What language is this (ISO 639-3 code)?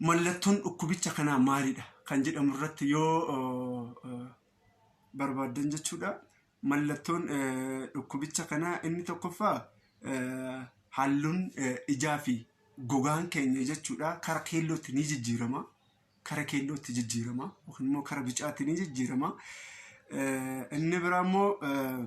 orm